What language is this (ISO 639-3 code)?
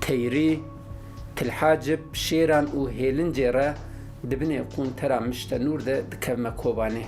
kur